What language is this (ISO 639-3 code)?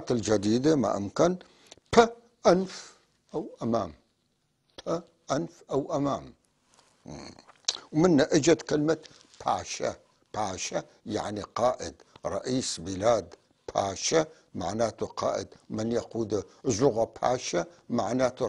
apc